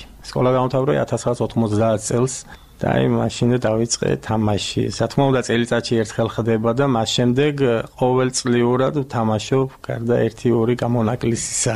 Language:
Georgian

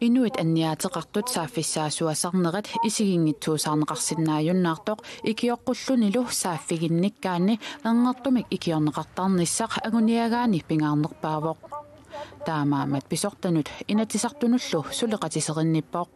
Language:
Kalaallisut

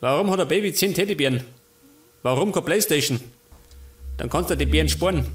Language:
Bavarian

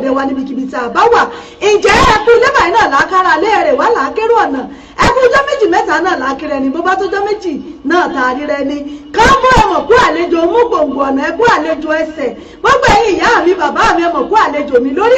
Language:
Yoruba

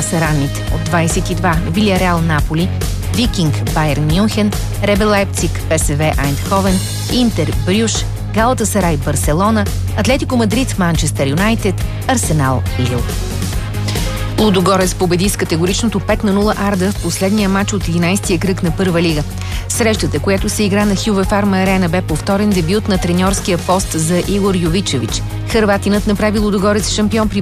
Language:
Bulgarian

